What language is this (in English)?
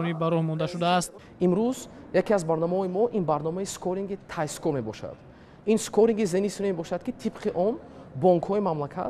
Tajik